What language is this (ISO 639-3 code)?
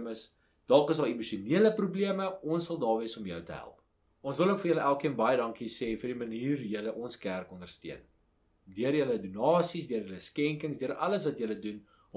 afr